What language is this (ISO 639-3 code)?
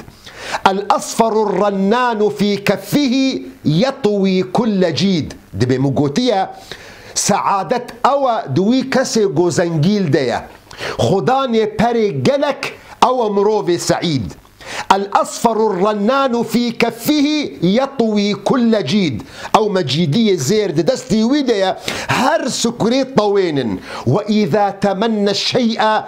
kur